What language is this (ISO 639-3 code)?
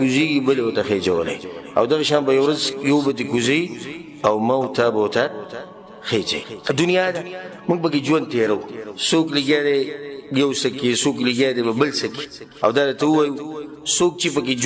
pus